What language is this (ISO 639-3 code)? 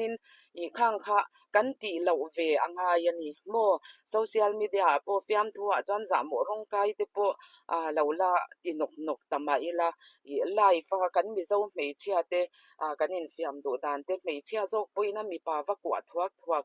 lus